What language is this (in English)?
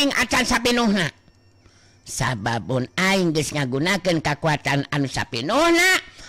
Sundanese